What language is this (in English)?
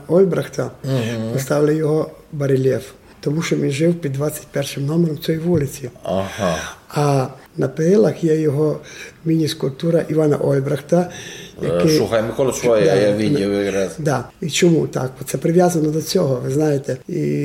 Rusyn